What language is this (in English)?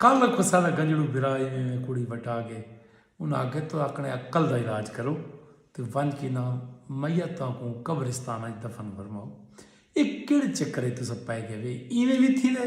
Saraiki